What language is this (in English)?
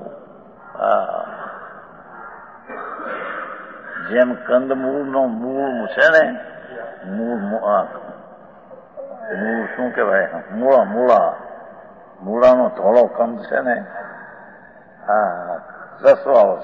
Gujarati